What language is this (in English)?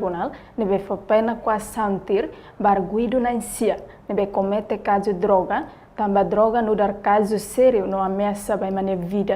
Tetum